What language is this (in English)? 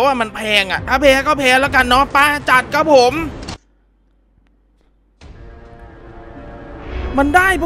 Thai